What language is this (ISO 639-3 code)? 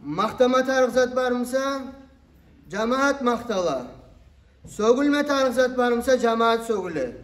kum